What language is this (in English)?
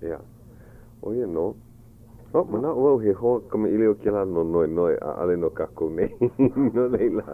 Hawaiian